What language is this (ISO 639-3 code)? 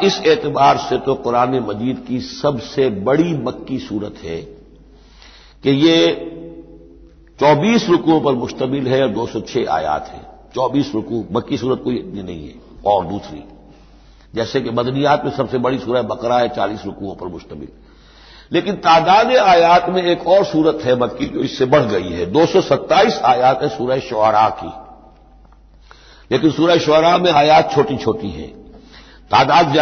urd